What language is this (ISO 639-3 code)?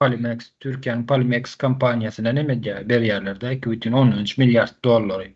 tuk